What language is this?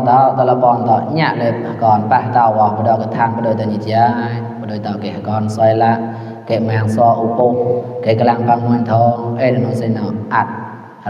Mon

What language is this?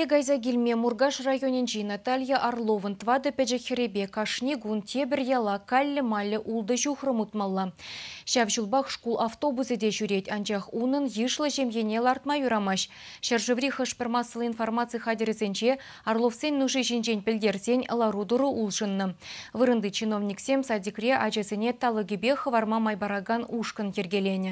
Chuvash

